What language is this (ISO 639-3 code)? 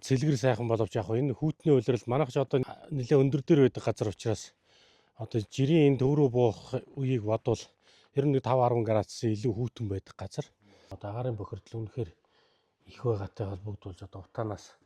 mon